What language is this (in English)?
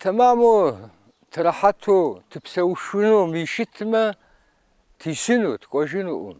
Kabardian